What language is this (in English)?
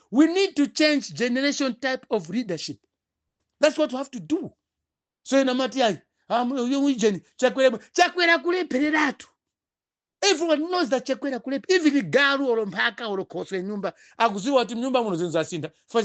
Nyanja